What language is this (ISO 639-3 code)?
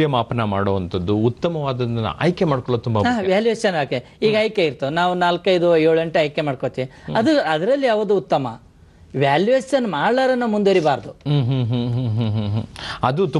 kan